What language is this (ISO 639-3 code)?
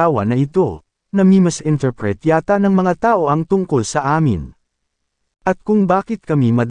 fil